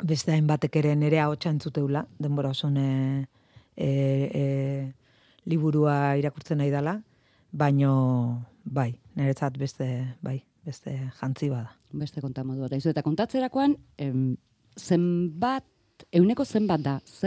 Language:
Basque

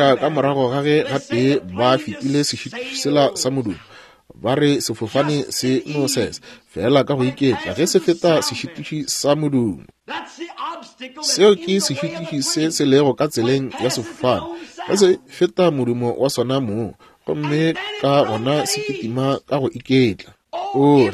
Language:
Northern Sotho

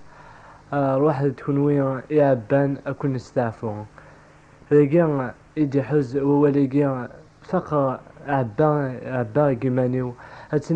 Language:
Kabyle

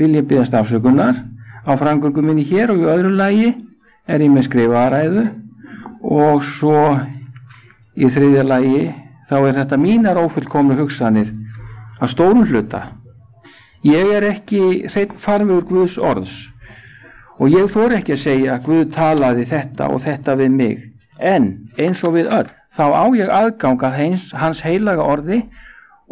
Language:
Icelandic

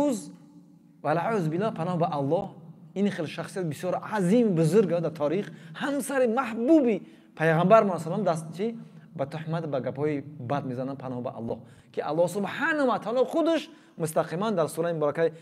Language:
Tajik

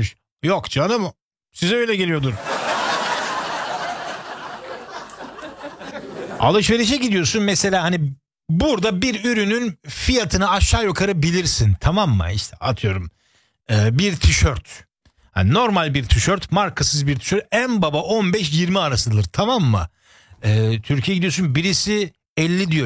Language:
Turkish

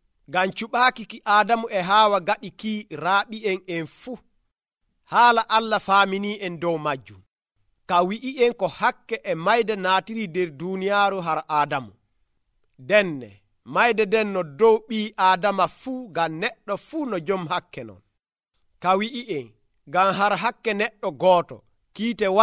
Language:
Nigerian Fulfulde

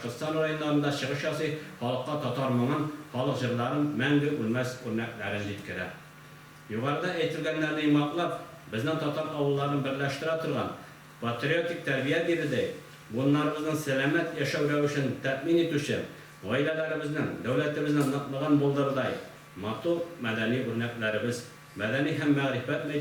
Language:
Tatar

